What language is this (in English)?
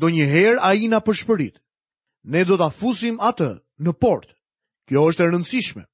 Albanian